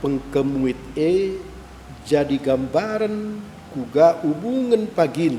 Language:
Batak Karo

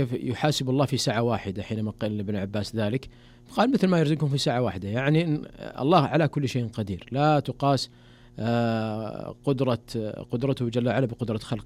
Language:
Najdi Arabic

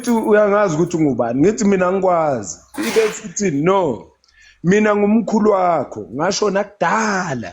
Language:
Zulu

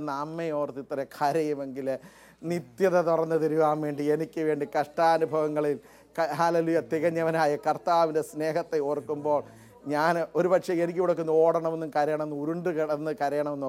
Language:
Malayalam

